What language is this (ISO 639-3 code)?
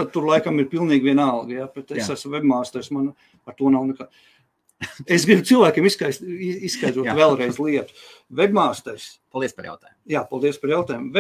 lav